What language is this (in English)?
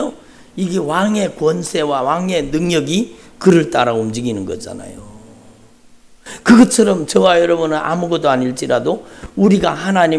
Korean